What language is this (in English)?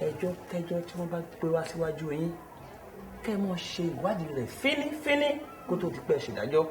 Yoruba